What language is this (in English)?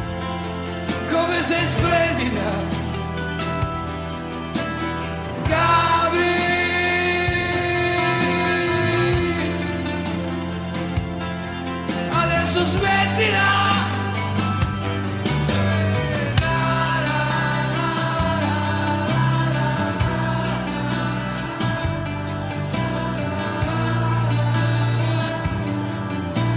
Italian